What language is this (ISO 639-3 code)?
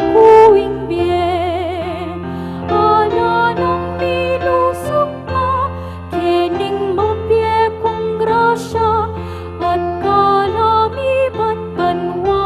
pam